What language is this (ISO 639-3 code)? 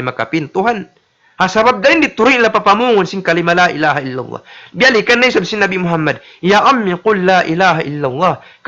tsg